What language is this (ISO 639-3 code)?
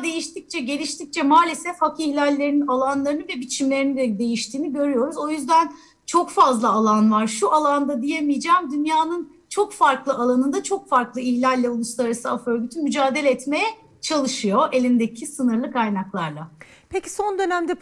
tur